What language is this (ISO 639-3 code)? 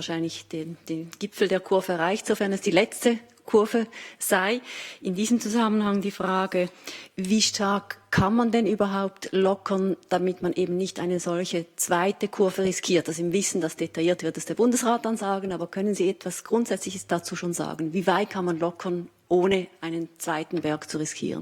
gsw